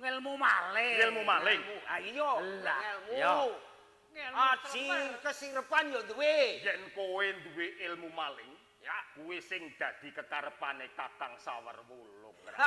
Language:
Javanese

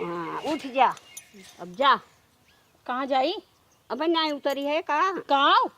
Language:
Awadhi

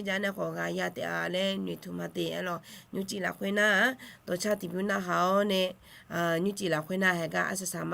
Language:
Akha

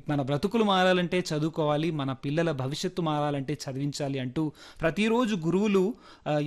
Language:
Telugu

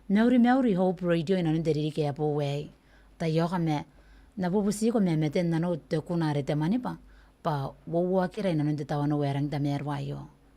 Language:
Gilbertese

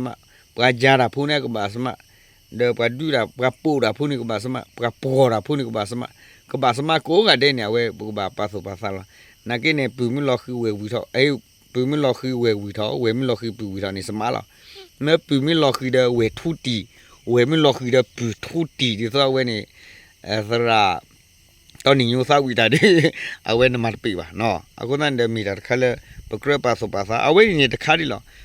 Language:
S'gaw Karen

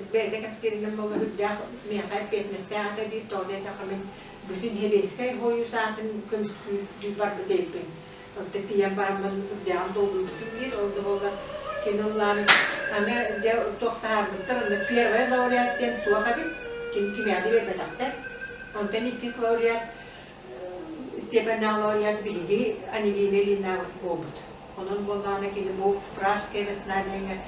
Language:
Yakut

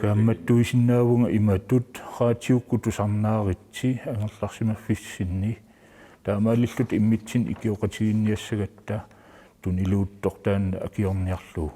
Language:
Kalaallisut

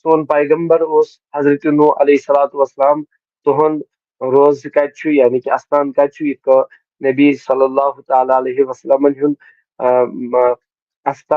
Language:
Kashmiri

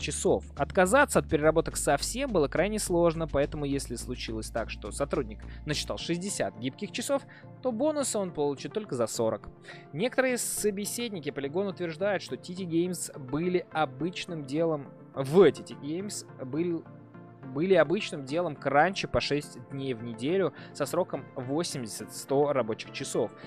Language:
Russian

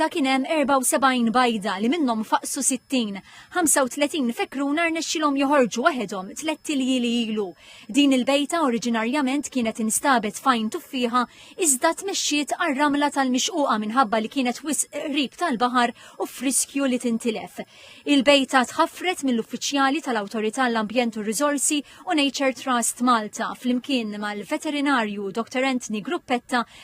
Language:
Maltese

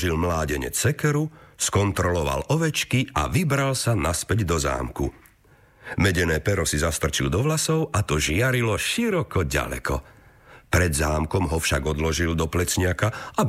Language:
Slovak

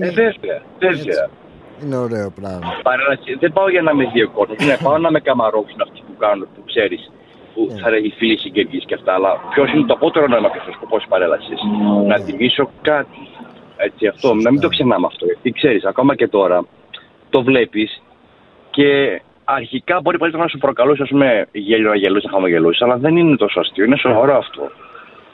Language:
Greek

